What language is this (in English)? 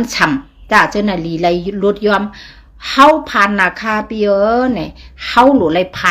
Shan